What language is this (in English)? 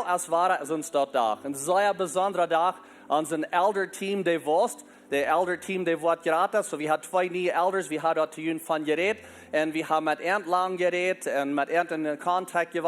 Plautdietsch